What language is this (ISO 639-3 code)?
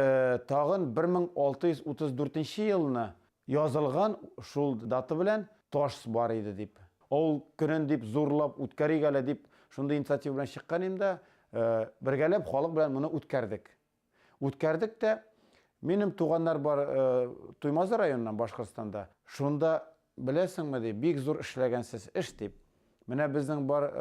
bak